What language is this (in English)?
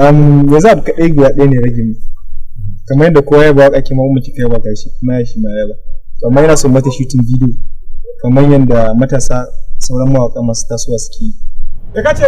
Hausa